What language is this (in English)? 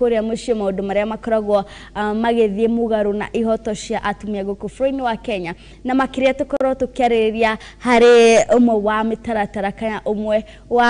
Kikuyu